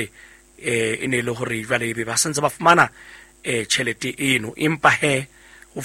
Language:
Southern Sotho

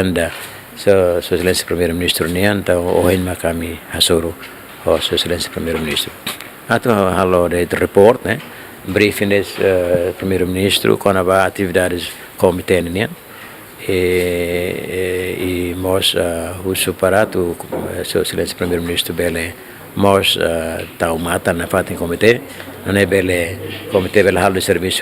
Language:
Tetum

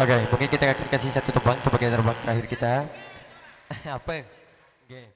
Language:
Sasak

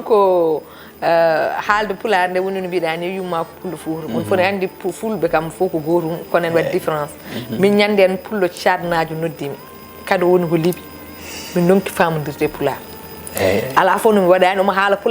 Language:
Fula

